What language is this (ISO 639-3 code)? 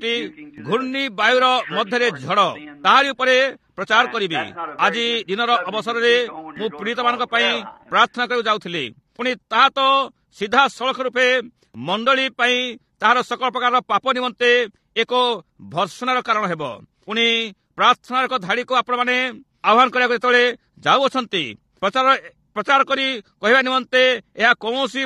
ori